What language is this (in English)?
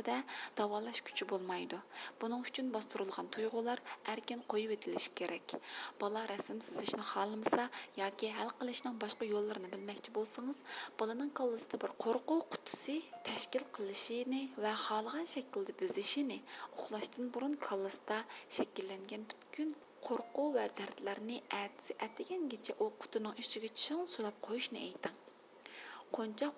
Uyghur